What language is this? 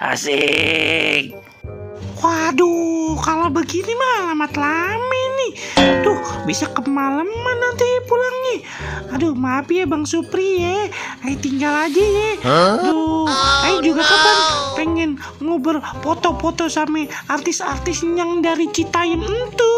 Betawi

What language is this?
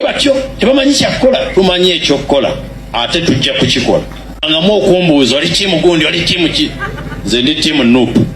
Ganda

